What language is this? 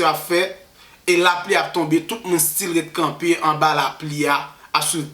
Haitian Creole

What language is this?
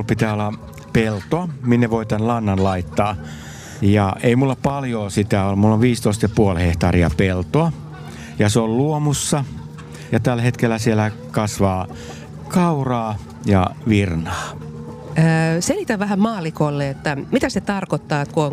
Finnish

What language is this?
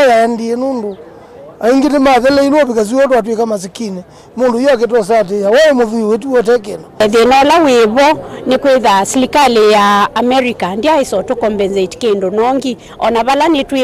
Kamba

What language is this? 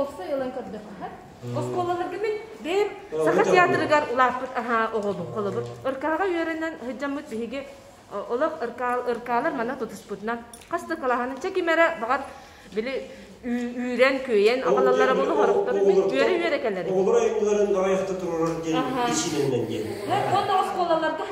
Yakut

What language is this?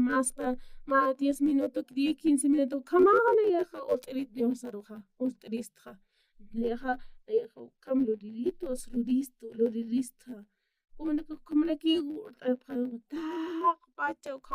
Aymara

